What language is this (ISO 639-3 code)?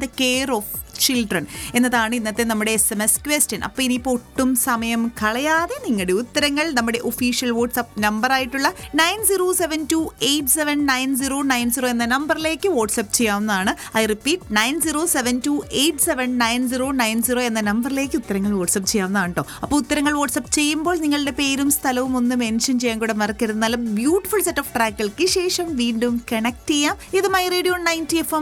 mal